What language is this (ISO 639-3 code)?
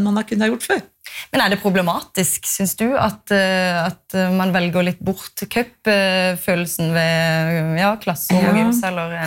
nor